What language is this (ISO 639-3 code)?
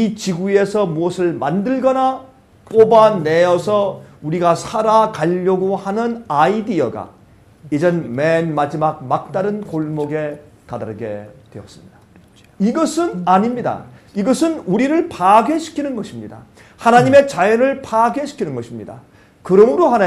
kor